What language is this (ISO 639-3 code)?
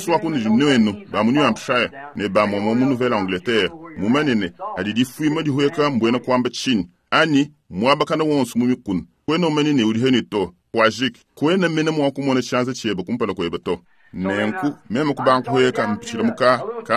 lua